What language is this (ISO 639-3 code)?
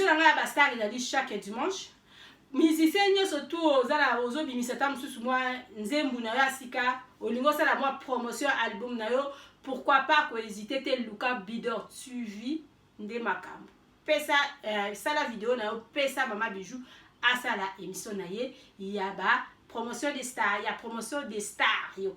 lin